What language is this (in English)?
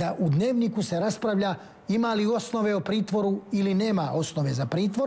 Croatian